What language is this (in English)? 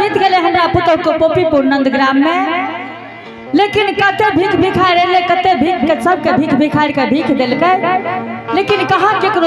Angika